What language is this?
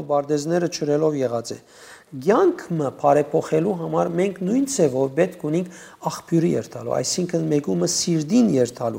Western Armenian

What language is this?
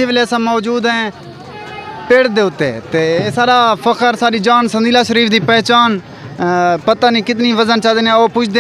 Saraiki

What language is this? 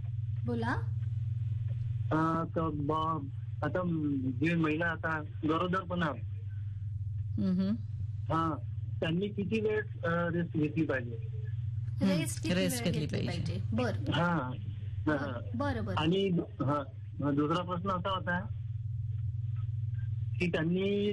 Marathi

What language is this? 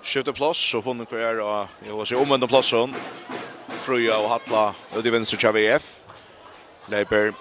Faroese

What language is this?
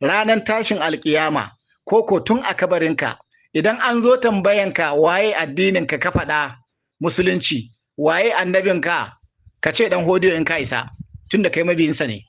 Hausa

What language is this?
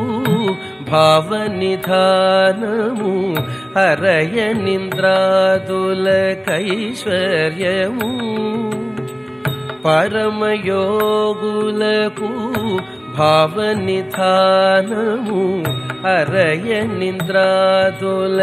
Telugu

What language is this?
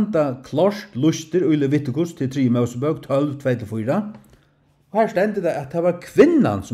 Faroese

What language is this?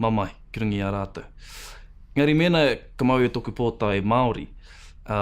Māori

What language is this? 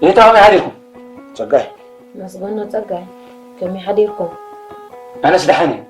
Tigrinya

